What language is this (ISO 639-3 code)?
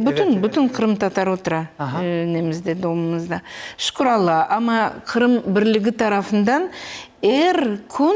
crh